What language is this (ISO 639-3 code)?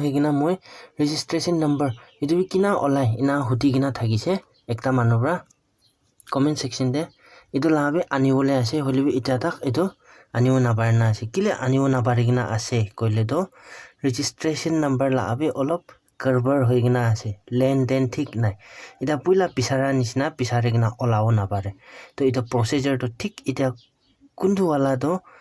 nag